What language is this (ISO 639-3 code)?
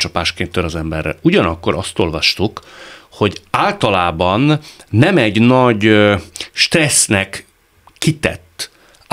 hun